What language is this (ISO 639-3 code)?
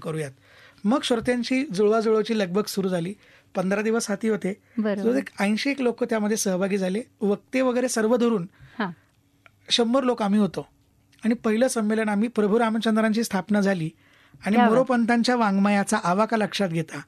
mar